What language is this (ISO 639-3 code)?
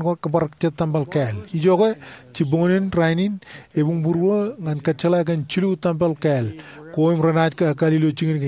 mah